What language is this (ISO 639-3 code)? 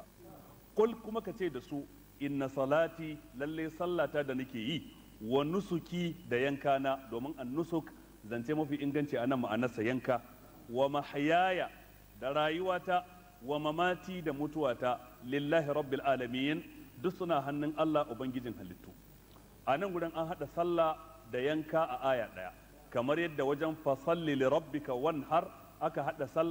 hau